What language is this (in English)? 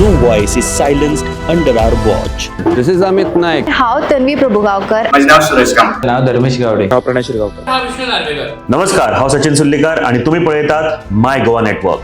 Konkani